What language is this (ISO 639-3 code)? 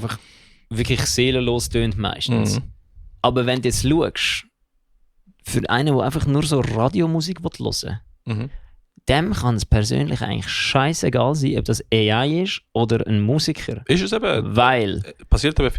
gsw